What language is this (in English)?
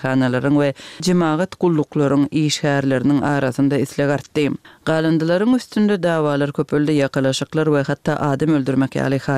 Turkmen